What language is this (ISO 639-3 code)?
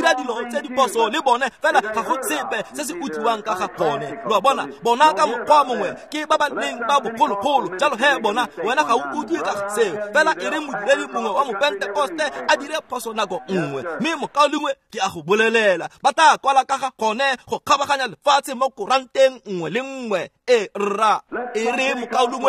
tsn